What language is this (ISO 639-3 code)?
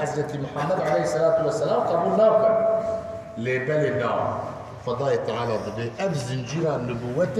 kur